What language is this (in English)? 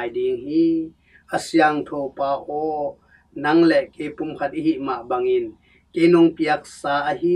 Tedim Chin